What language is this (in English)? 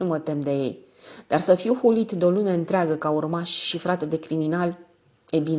Romanian